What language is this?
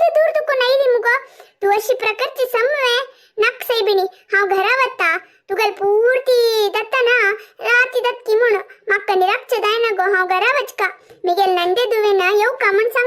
Konkani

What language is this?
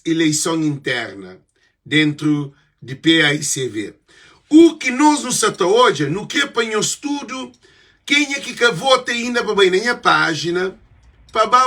Kabuverdianu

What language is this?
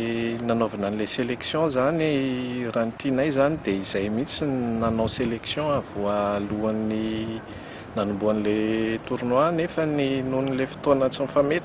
Malagasy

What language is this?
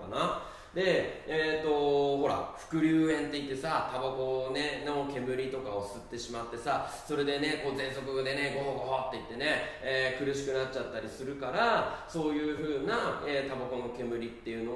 Japanese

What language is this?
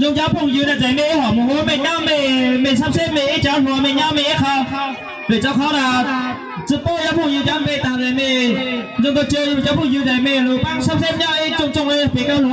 Hmong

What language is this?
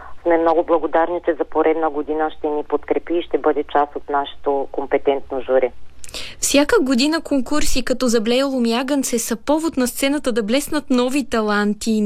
Bulgarian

